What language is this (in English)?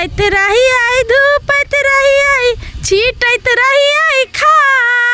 Maithili